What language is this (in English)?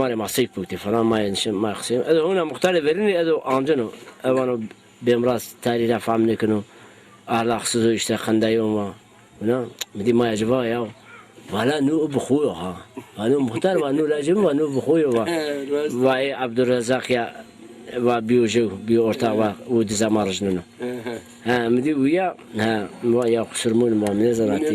Zaza